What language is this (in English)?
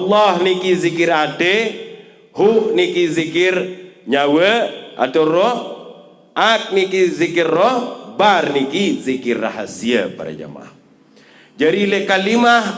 Sasak